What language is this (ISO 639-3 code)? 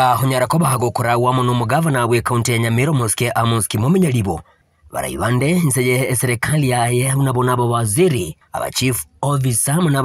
guz